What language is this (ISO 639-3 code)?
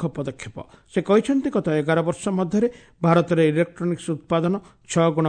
ori